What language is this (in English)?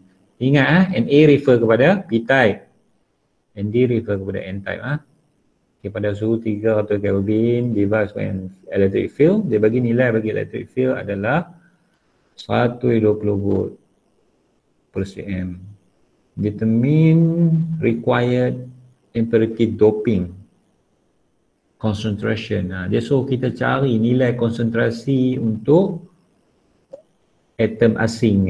Malay